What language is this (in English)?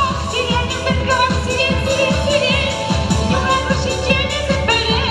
Chuvash